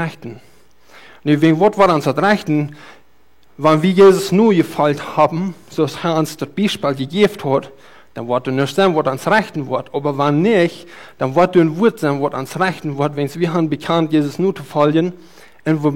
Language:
Plautdietsch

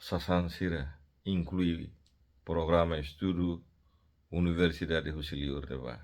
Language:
Tetum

